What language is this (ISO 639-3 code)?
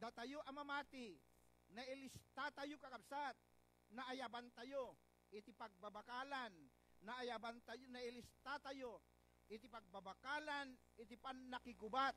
ilo